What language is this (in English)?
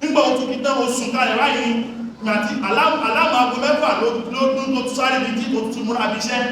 Yoruba